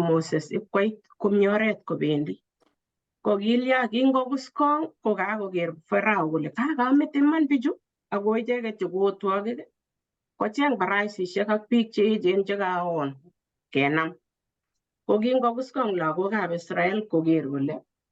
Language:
Kalenjin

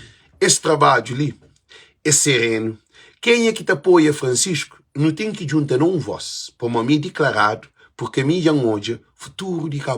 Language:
Kabuverdianu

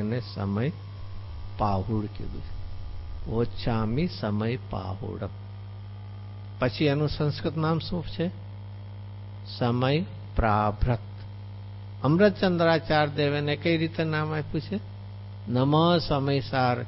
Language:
Gujarati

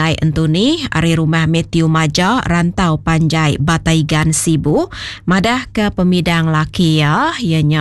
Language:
Iban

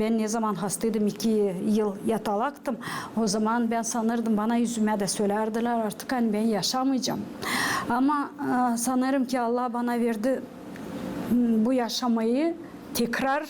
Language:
Gagauz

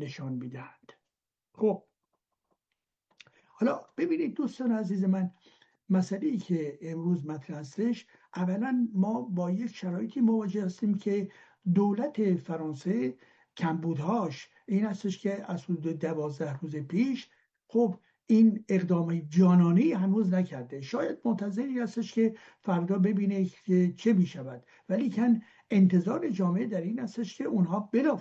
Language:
Persian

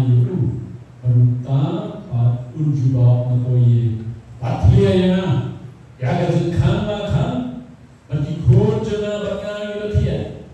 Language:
Khasi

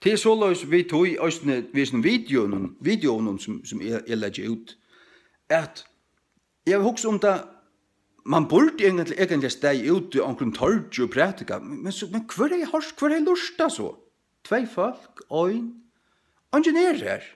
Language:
Faroese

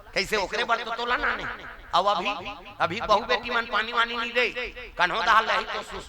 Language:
Chhattisgarhi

